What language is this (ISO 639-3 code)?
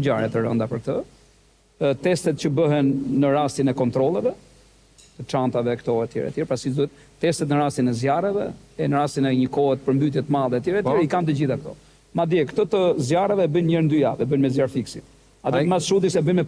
sqi